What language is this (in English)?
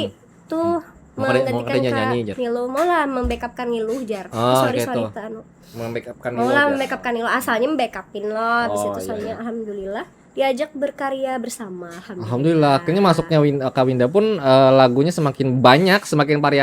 Banjar